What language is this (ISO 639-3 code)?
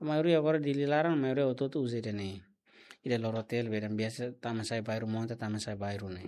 tet